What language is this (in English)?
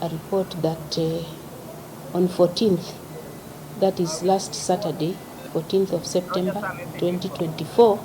Kamba